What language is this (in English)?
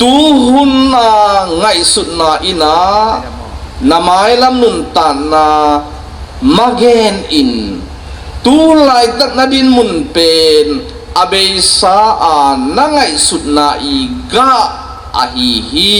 Tedim Chin